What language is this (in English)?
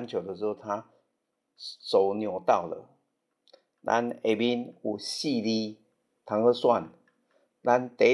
Min Nan Chinese